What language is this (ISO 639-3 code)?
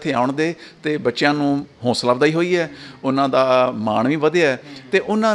pan